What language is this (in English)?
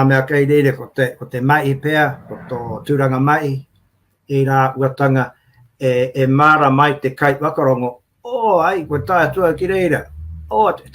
Māori